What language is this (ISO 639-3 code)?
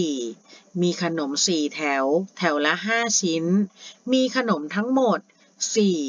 tha